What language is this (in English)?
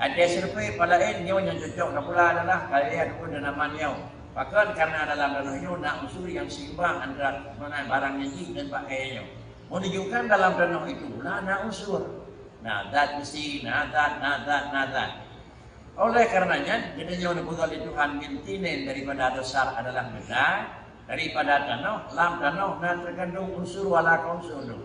Achinese